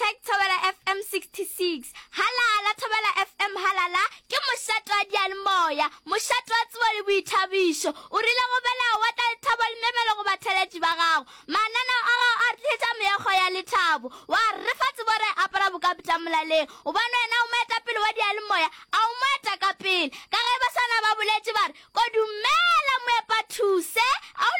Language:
Northern Sotho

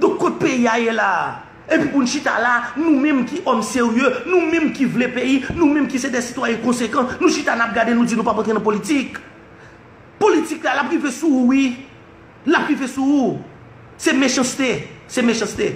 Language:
Haitian Creole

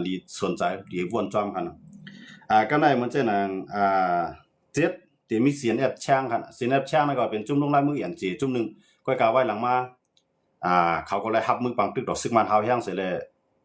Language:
Shan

